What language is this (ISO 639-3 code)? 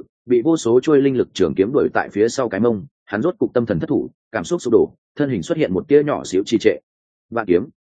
vie